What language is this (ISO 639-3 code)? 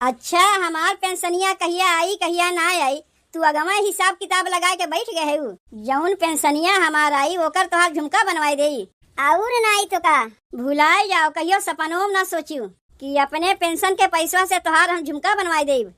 awa